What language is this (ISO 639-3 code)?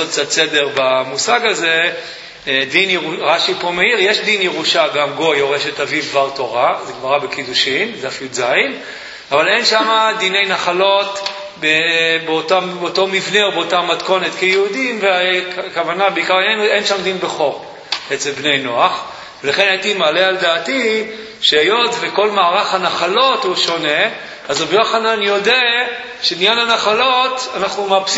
heb